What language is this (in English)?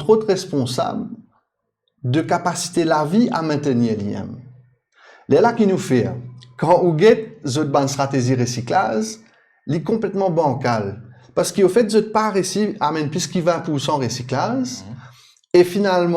Morisyen